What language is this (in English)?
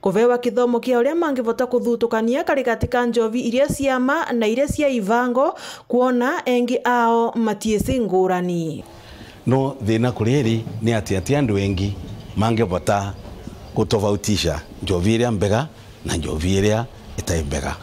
Meru